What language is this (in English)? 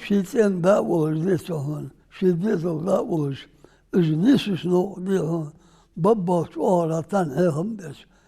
Ingush